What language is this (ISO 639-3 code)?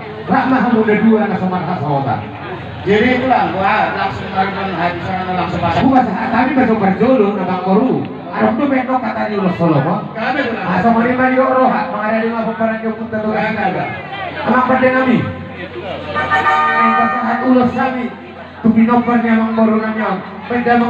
bbc